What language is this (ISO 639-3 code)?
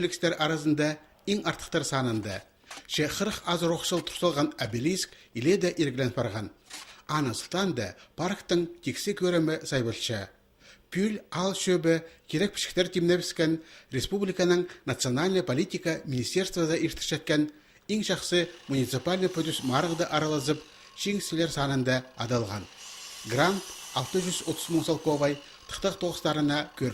kjh